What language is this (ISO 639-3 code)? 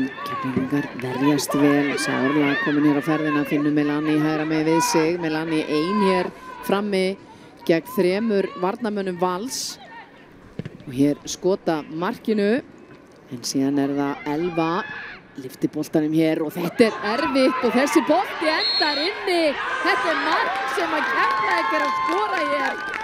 isl